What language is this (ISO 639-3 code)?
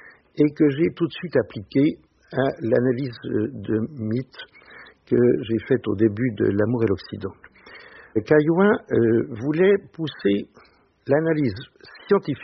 fra